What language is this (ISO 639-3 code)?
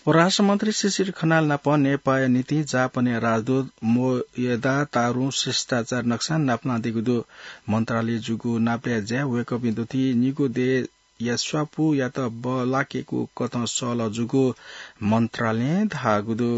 new